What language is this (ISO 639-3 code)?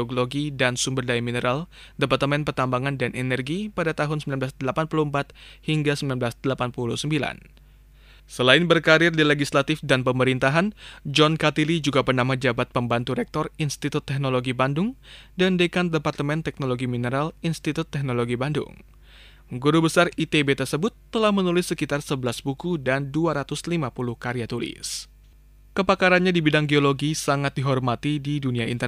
ind